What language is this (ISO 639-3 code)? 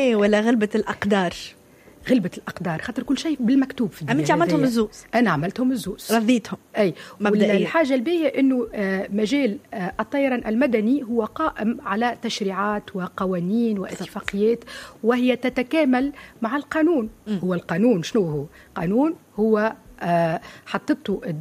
aeb